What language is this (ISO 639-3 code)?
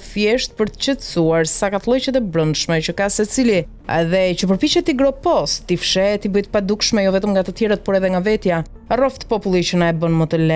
sqi